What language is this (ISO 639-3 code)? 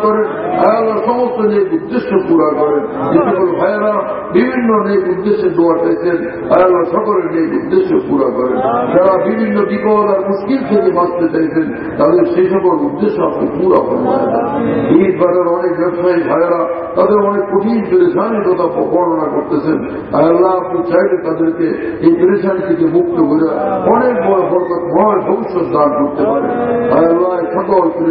ben